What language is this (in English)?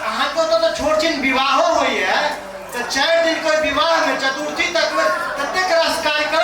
Maithili